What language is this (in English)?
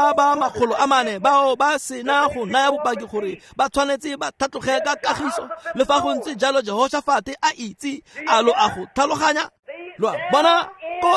Tswana